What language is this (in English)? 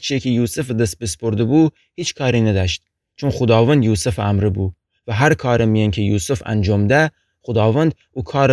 Gilaki